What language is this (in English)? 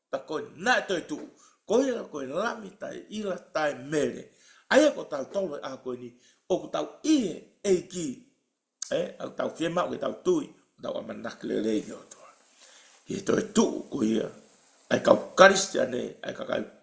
Tongan